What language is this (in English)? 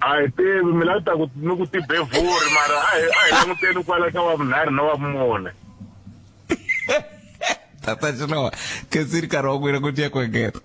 Tsonga